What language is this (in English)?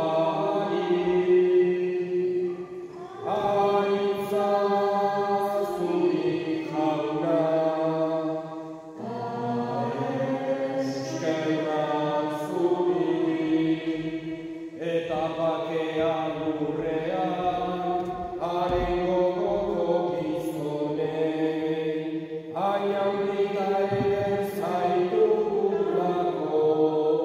Basque